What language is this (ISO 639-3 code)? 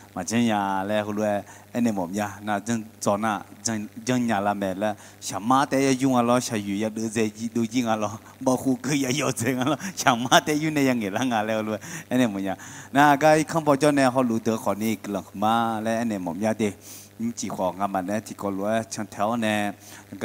ahk